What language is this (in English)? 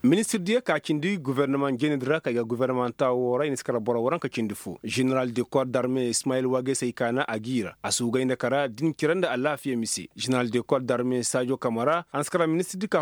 Koyraboro Senni